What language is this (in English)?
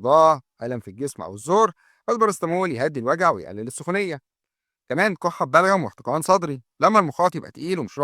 Egyptian Arabic